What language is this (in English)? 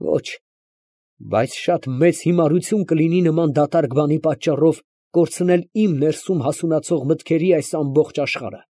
Armenian